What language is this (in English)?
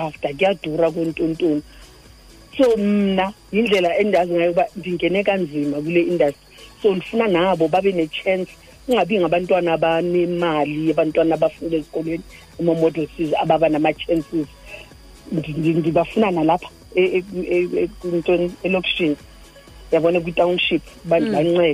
Xhosa